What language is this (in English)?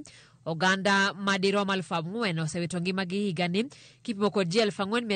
Luo (Kenya and Tanzania)